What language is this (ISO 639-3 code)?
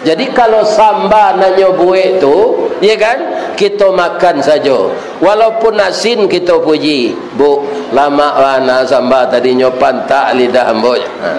min